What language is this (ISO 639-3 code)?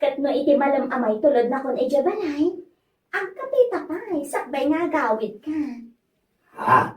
ilo